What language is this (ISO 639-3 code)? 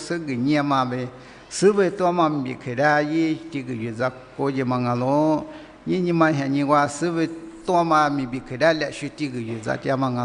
lis